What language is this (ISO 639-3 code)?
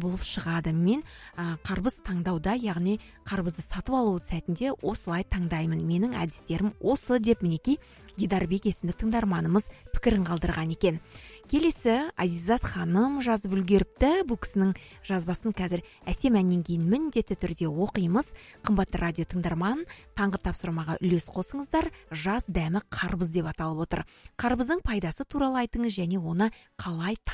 kaz